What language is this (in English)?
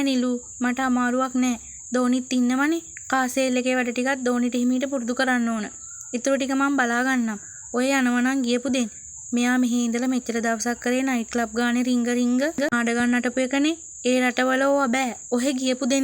Sinhala